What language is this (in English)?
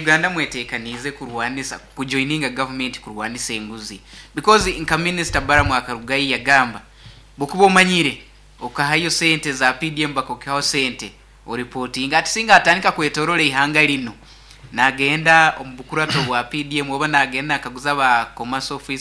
Nyoro